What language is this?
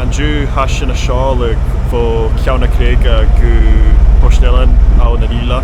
Scottish Gaelic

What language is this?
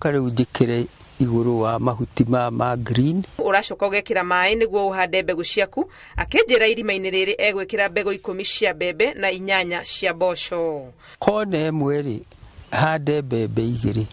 Kikuyu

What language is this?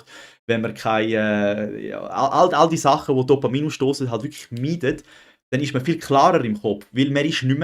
Swiss German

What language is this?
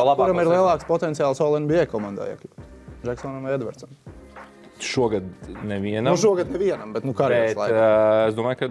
Latvian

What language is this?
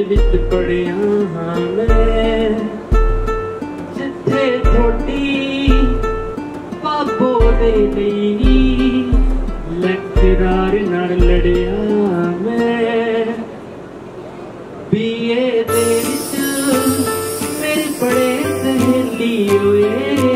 Punjabi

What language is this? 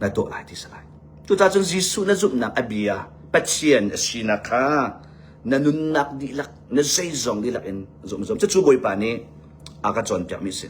Hakha Chin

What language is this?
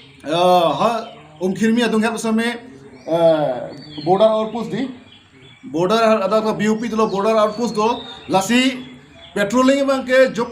Karbi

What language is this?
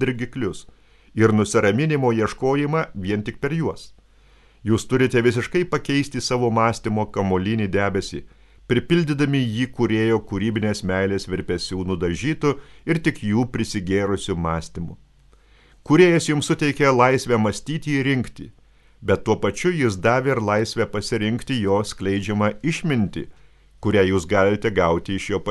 Lithuanian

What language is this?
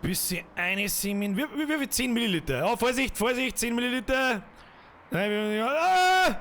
Bavarian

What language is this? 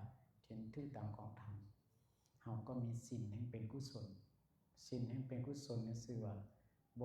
Lao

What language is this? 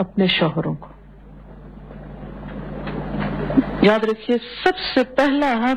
Urdu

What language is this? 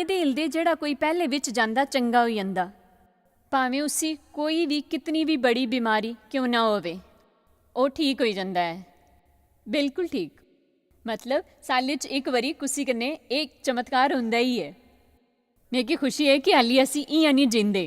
Dogri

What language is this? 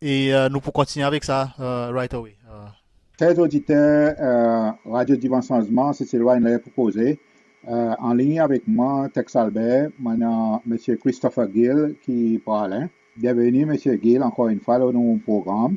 Seselwa Creole French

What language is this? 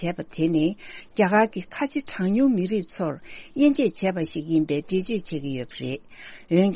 Tibetan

